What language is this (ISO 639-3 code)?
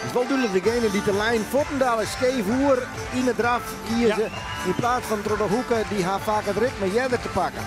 fry